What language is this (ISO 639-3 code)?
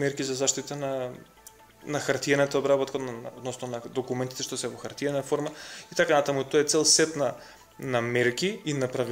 mkd